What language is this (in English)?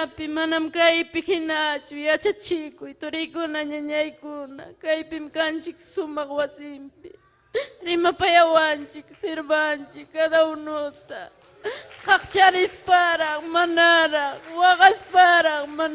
Ayacucho Quechua